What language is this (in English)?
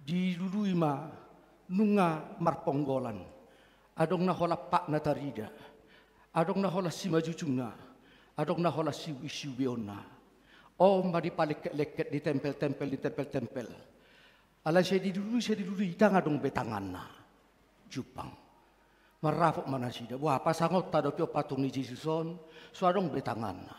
Batak Toba